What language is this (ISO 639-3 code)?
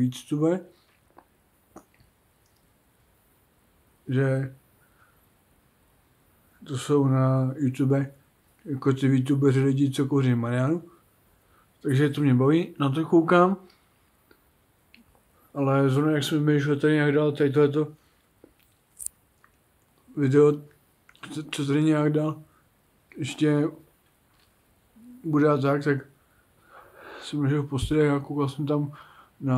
ces